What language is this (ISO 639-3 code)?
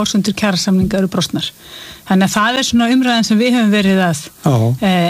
isl